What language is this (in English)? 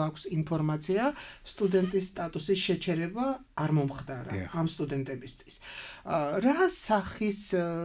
Georgian